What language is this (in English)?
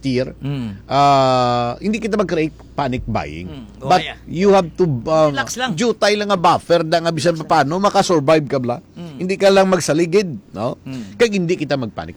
Hiligaynon